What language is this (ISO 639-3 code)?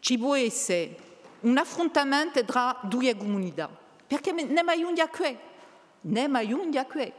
cos